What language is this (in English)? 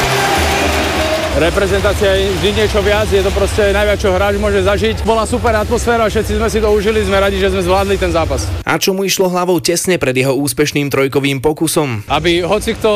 Slovak